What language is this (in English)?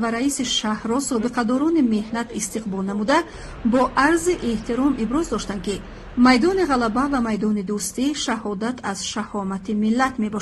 Tajik